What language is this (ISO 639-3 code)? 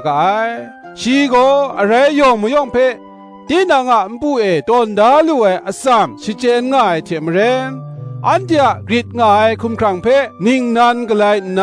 kac